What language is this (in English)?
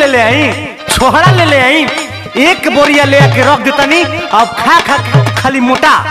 Bhojpuri